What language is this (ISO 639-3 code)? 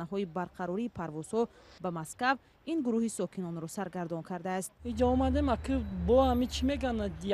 tgk